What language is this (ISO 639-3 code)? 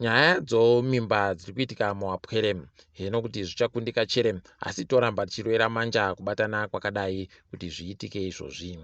ndc